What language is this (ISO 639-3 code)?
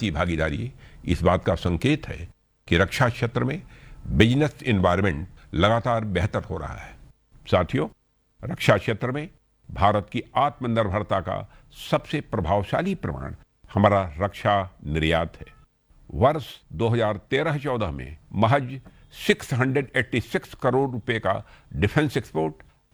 hin